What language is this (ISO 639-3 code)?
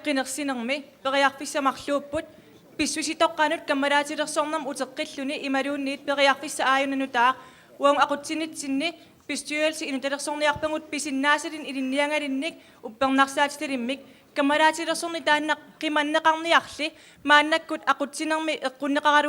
kal